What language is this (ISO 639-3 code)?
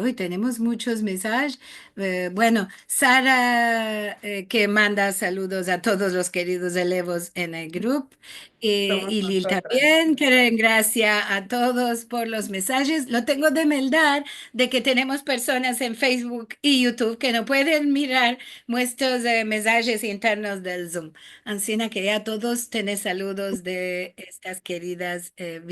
lad